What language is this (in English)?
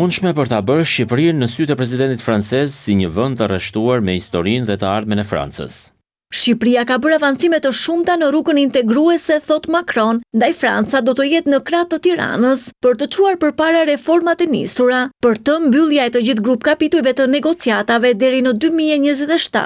Albanian